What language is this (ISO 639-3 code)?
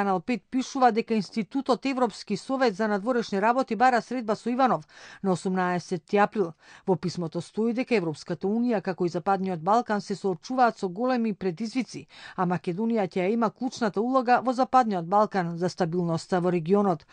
mkd